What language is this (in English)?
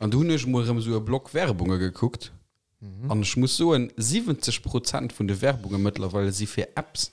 Luxembourgish